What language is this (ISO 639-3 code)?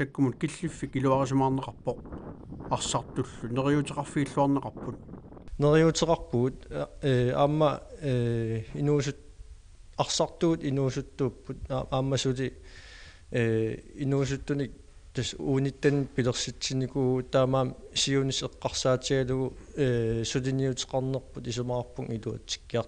kal